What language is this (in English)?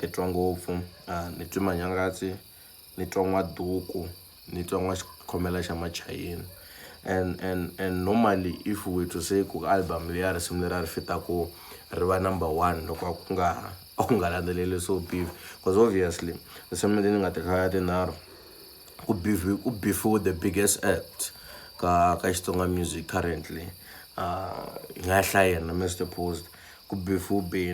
Tsonga